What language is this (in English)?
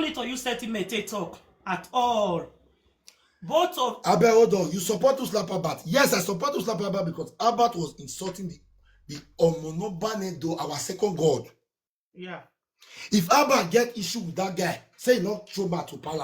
Nigerian Pidgin